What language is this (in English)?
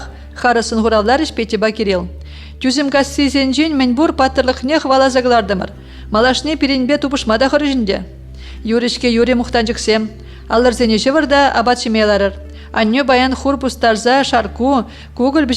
Chuvash